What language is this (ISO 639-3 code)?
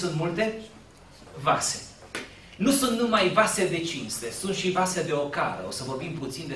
ron